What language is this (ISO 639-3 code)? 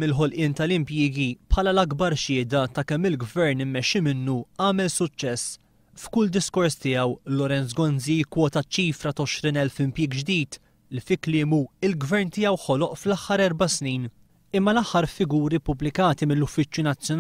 mlt